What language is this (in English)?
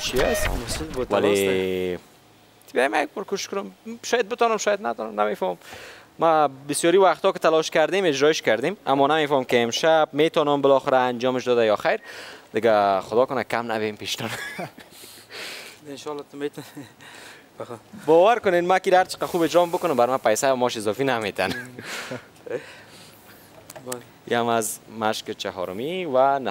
Persian